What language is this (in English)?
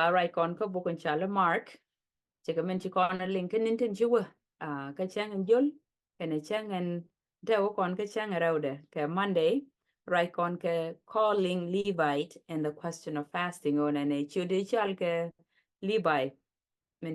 Nuer